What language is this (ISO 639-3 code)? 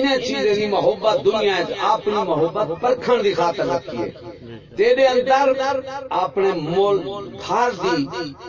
skr